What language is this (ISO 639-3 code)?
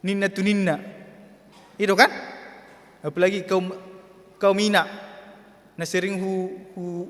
bbc